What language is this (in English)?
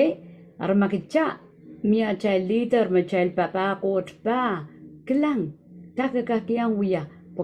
Pohnpeian